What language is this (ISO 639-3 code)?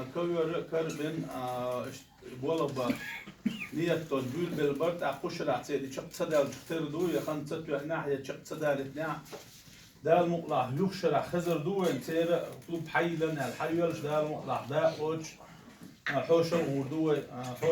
che